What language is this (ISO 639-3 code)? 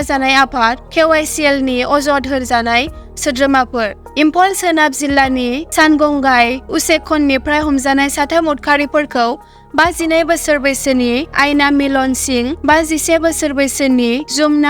brx